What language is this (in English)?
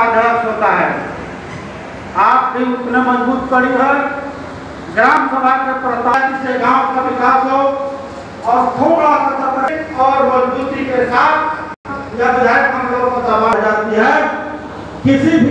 Hindi